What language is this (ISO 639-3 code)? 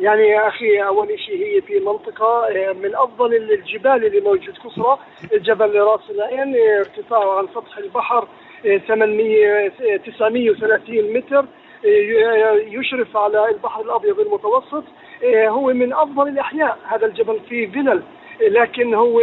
apc